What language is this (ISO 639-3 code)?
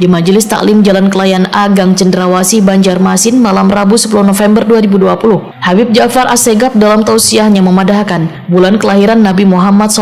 bjn